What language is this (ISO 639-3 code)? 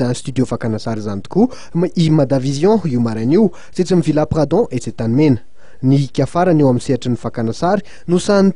mlg